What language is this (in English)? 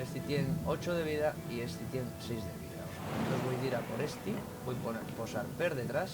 Asturian